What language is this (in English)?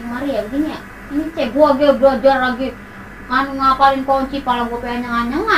Betawi